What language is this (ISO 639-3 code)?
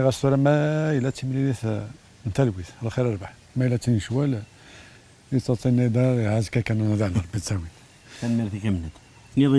kab